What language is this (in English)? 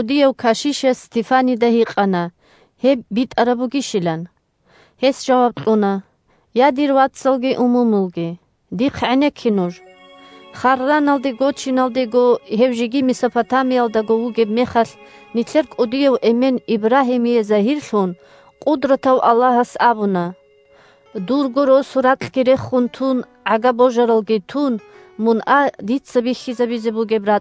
Avaric